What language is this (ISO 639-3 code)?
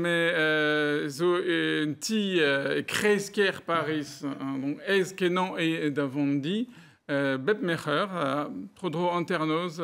bre